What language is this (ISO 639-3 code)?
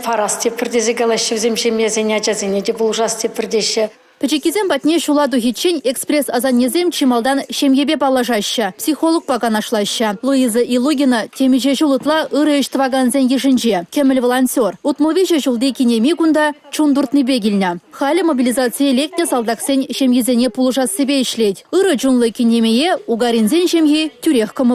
chv